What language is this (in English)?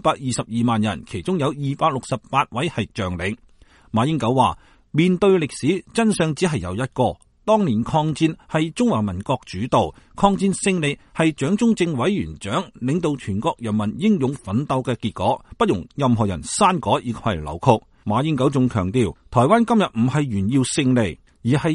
Cantonese